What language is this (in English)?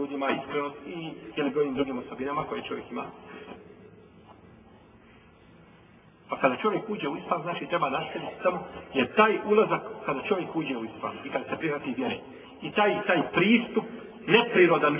Bosnian